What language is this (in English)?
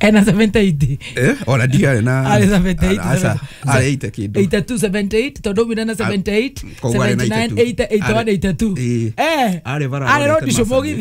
Kikuyu